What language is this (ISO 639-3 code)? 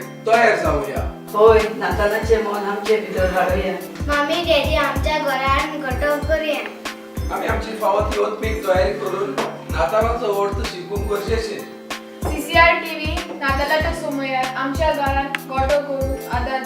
kok